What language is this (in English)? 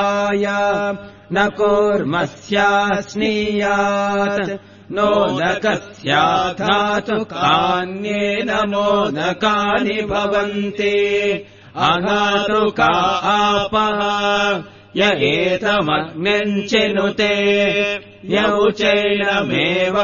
Sanskrit